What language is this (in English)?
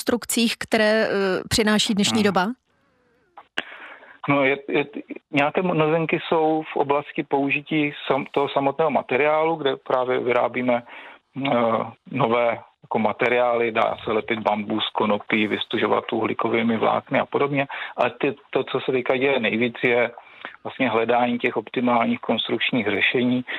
Czech